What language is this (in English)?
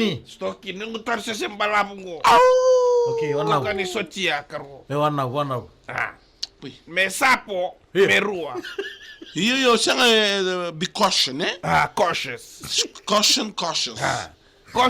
Fijian